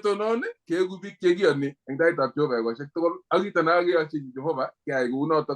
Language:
Kalenjin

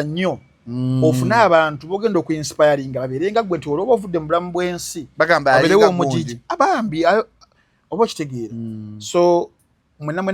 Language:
Ganda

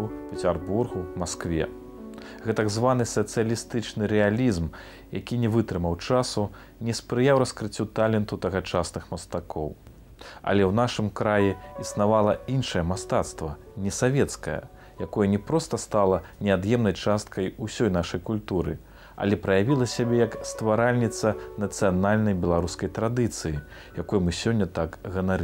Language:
Belarusian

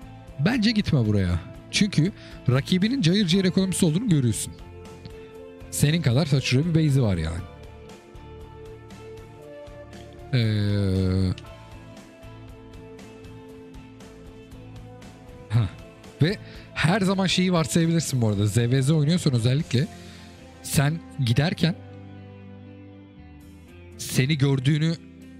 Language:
Turkish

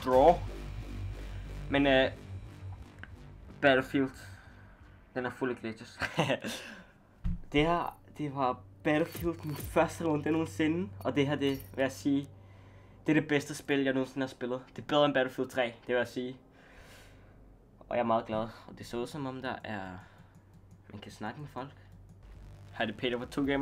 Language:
Danish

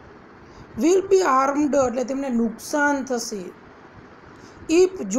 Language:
Gujarati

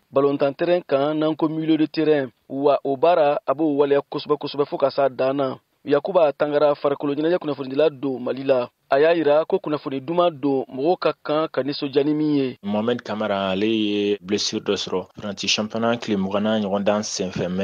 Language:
Bambara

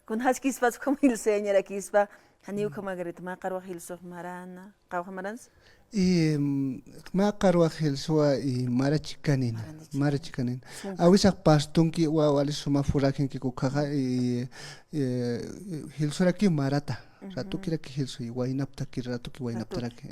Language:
Aymara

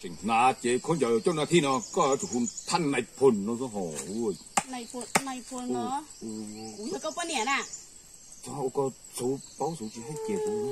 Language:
Hmong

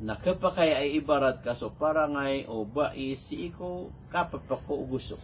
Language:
Maranao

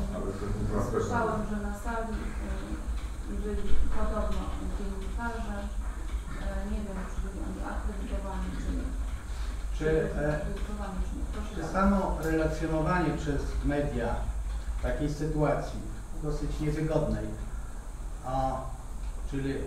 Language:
Polish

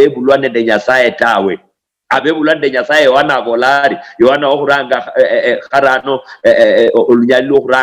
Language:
Luyia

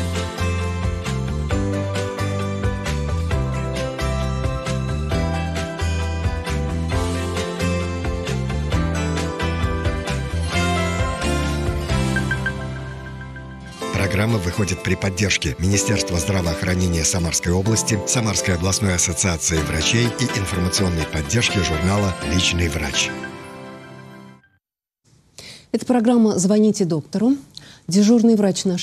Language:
Russian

